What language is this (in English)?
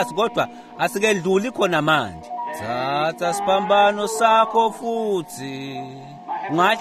Swati